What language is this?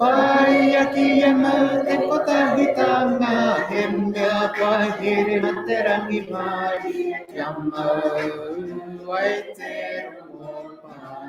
Māori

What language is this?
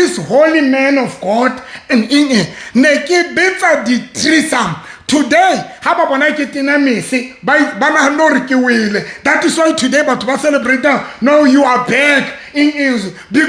Southern Sotho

